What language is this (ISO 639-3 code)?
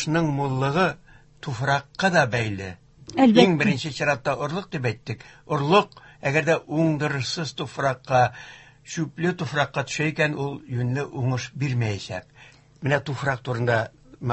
tat